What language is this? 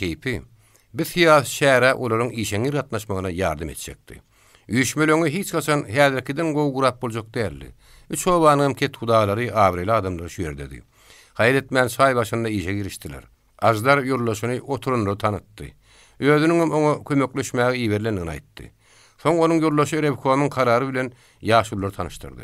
Turkmen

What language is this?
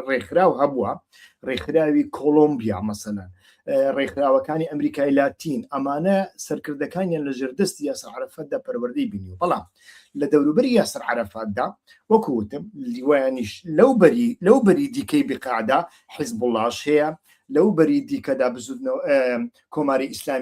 Central Kurdish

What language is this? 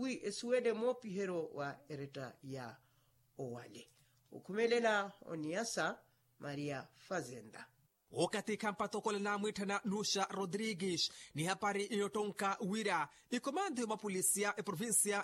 Makhuwa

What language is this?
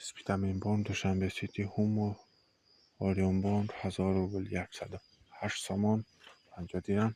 Tajik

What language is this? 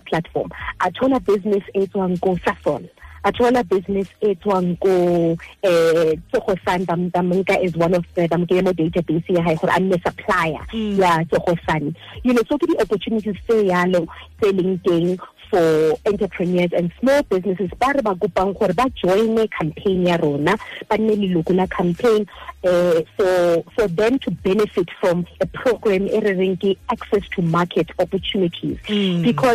Southern Sotho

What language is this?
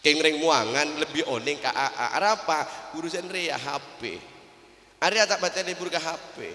Madurese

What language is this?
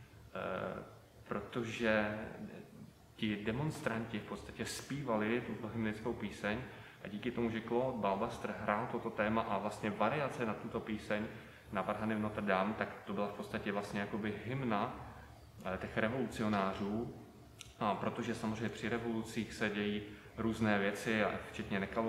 Czech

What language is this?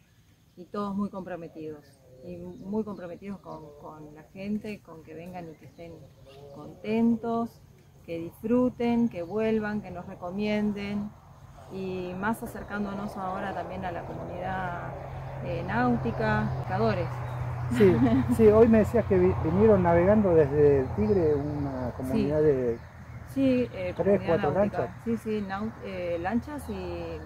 Spanish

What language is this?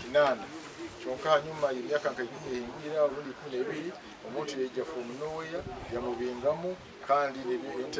Nyankole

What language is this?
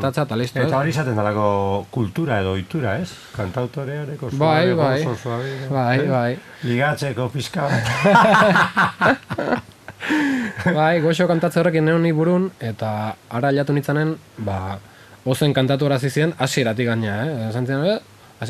Basque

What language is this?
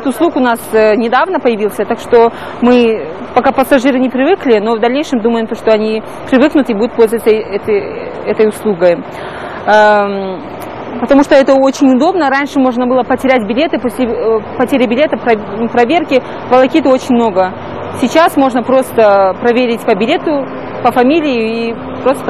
Russian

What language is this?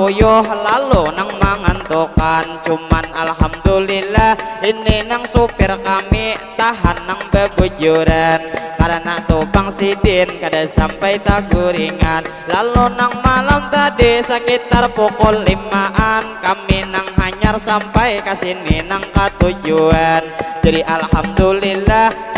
Banjar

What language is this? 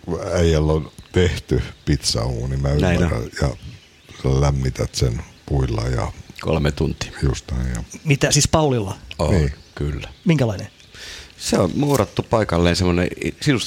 Finnish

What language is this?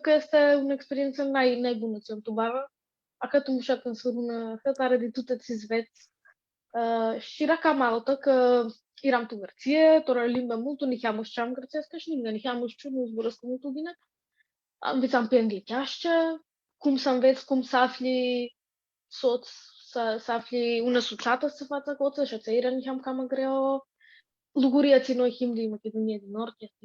Aromanian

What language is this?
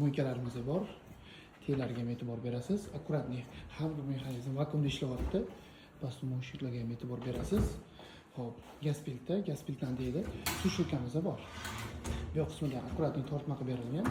Uzbek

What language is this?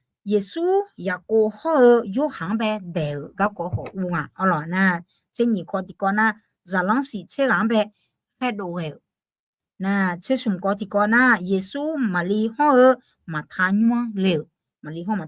Akha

